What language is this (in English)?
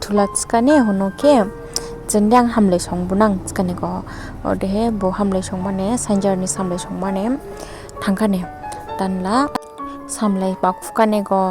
Dimasa